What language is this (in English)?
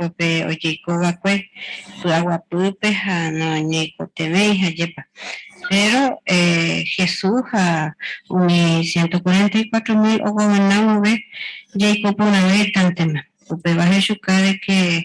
Guarani